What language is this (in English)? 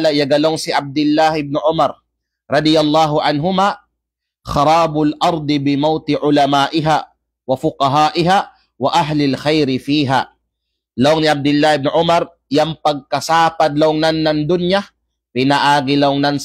Kalagan